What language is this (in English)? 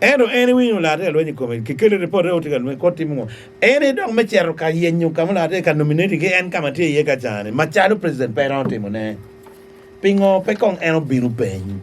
Acoli